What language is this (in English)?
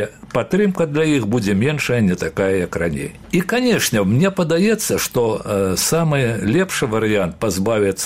Belarusian